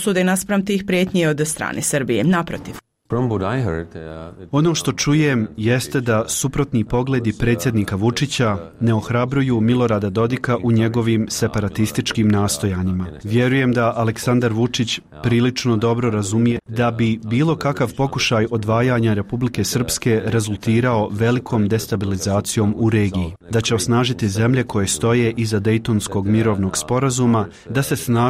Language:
Bosnian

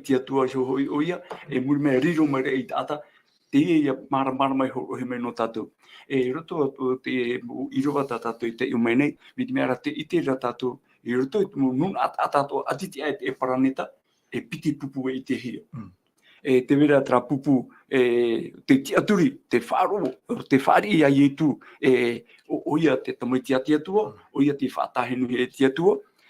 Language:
Tahitian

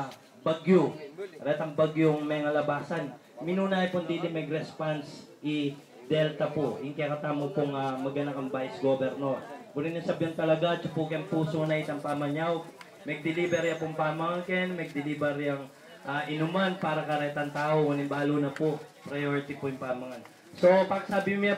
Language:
Pampanga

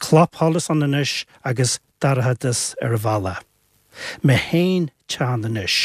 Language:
Irish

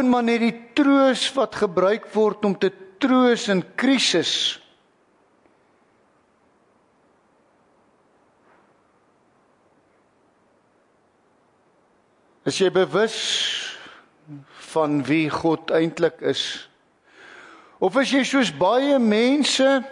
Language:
Afrikaans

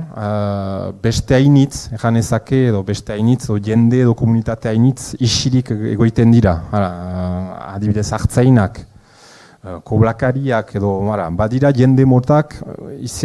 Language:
Basque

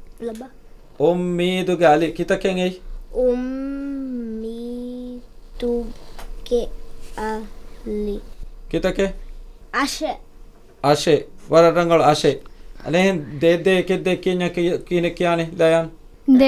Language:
Divehi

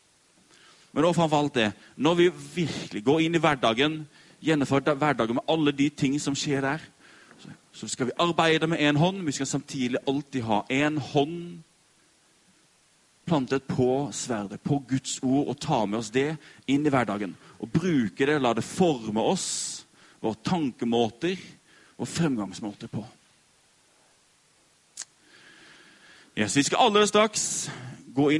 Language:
Norwegian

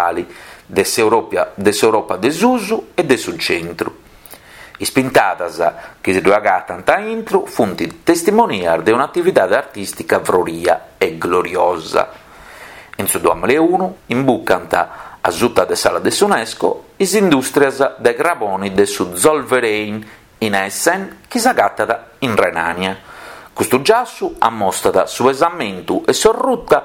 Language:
Sardinian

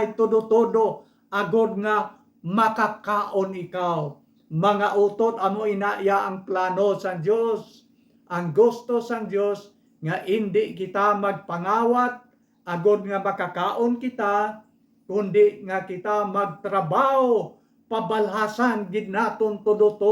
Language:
Hiligaynon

